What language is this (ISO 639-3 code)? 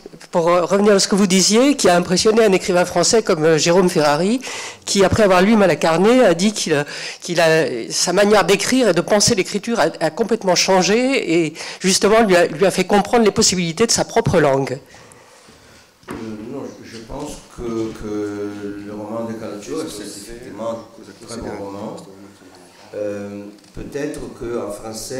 fra